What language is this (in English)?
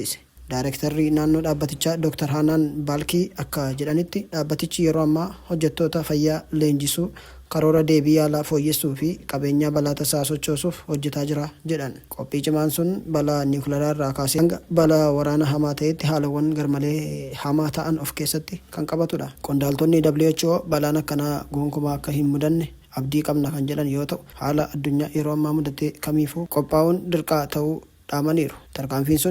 Oromo